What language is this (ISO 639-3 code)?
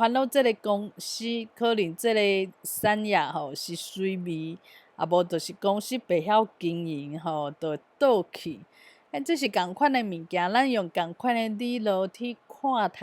nan